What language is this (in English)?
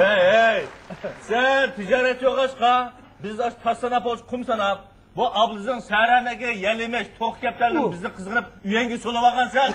Uyghur